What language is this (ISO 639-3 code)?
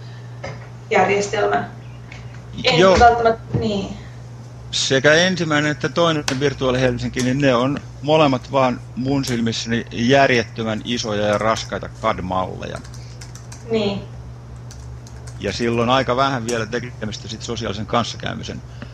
fin